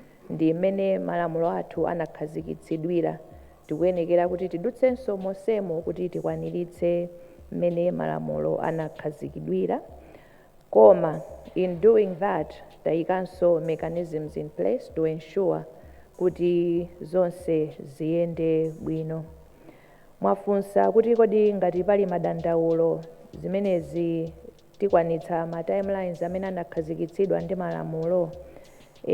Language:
Nyanja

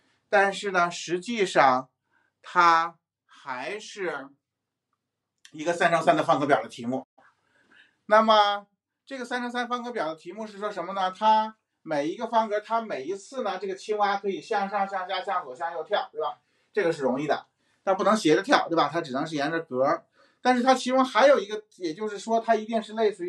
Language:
Chinese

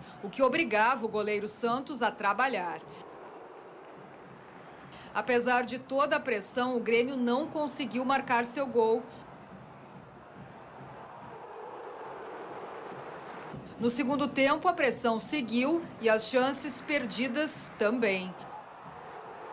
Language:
Portuguese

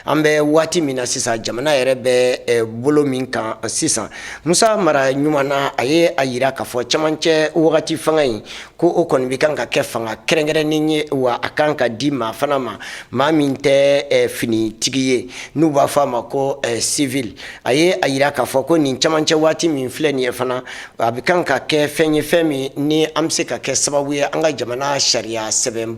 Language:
Bambara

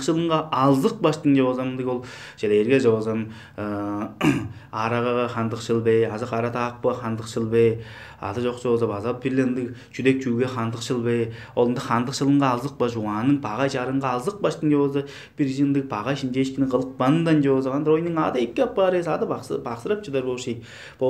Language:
Tuvinian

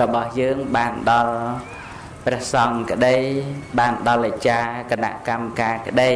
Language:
Khmer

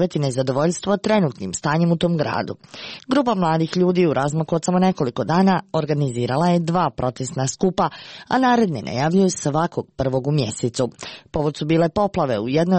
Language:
Serbian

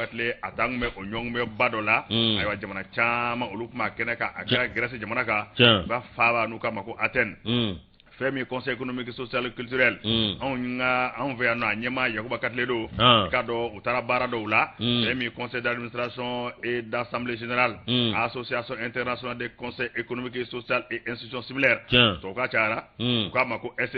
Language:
Bambara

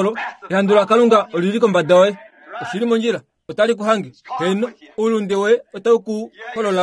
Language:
Kuanyama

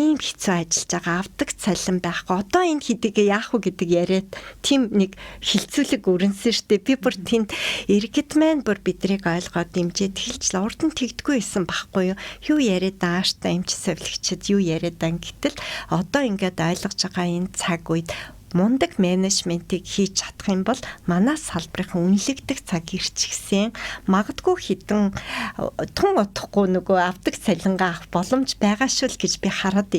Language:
Mongolian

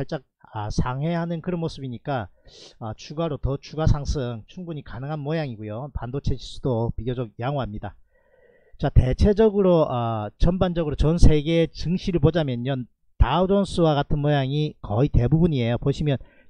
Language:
Korean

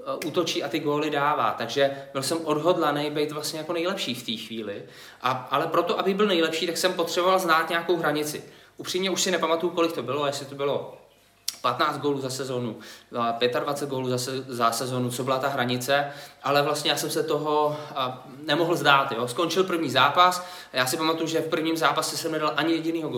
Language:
Czech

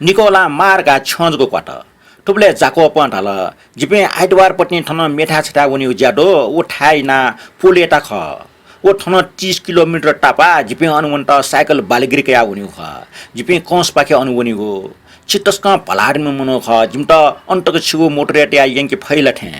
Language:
Newari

